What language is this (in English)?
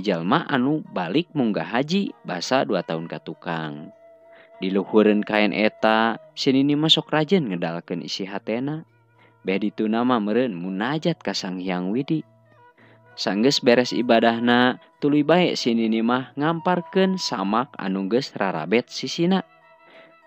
Sundanese